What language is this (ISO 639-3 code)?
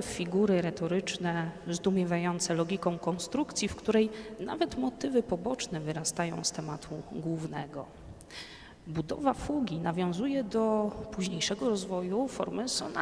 pol